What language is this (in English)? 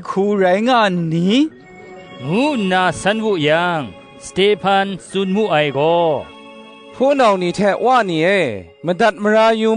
Kachin